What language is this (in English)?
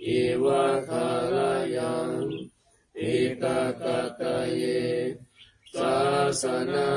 Pali